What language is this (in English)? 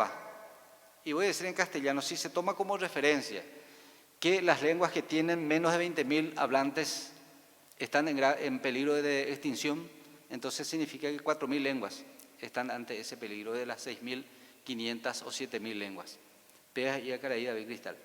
Guarani